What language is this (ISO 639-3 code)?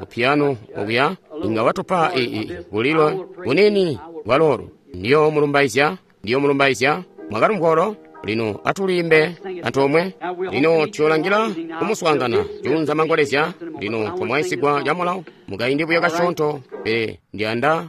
toi